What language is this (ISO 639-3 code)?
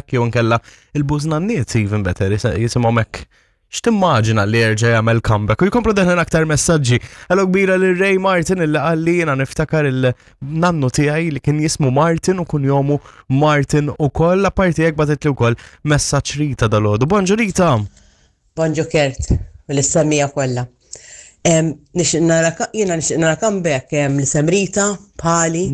mlt